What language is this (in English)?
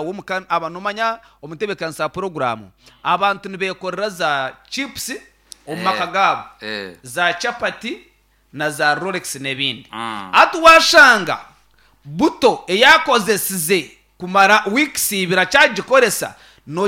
Nyankole